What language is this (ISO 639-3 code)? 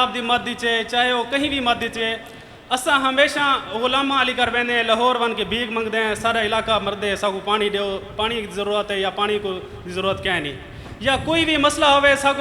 skr